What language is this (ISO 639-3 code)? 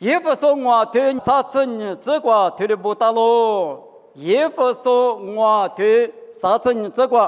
lis